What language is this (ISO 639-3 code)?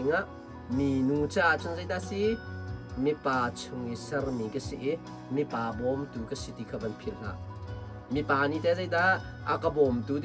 cnh